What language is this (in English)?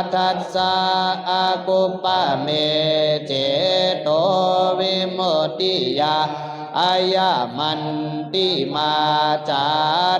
Pali